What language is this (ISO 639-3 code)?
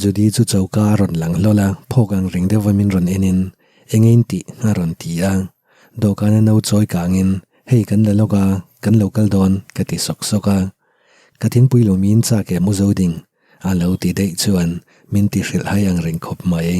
lus